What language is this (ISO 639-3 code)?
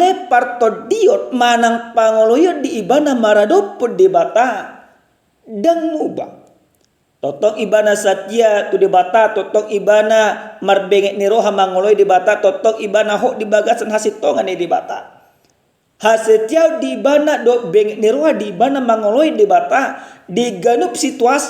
bbc